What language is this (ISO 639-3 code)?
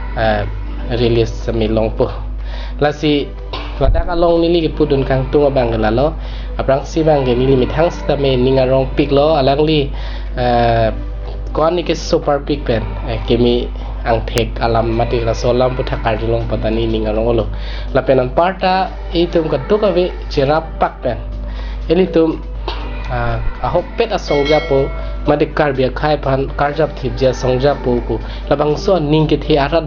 mjw